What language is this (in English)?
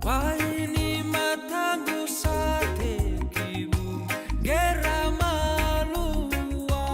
Fijian